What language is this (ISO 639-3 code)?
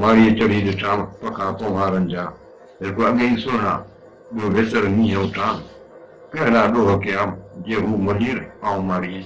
snd